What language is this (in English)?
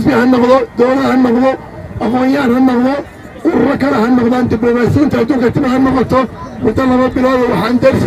Somali